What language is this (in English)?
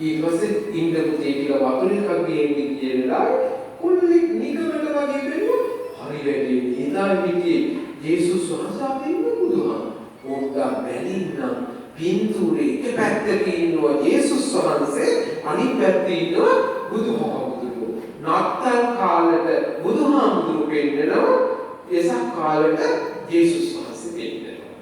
Sinhala